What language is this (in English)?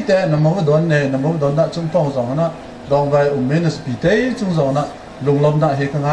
Hakha Chin